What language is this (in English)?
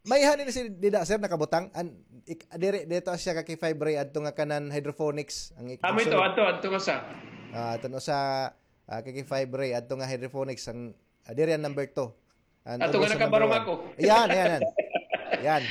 Waray